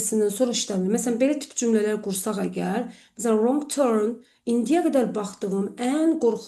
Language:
Azerbaijani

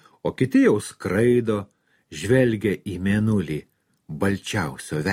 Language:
Lithuanian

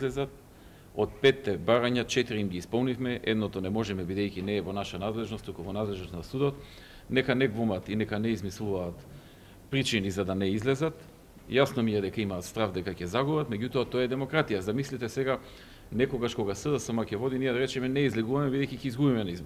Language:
Macedonian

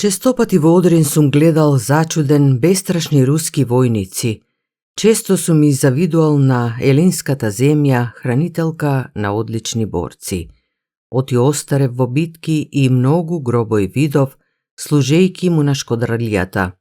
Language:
Macedonian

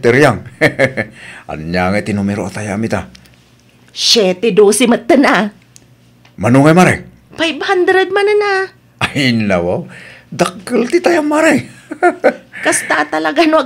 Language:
Iloko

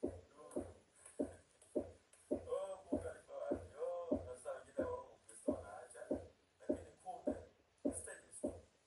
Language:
Swahili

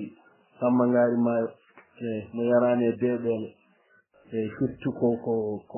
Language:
Fula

